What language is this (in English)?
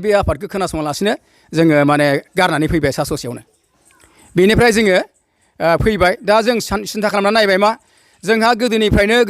Bodo